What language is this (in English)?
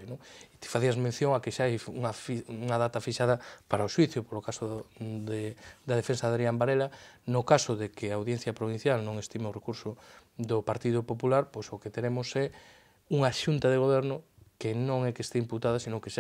Galician